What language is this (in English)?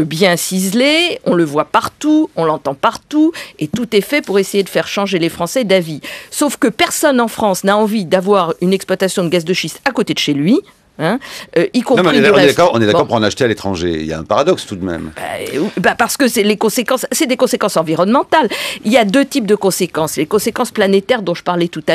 French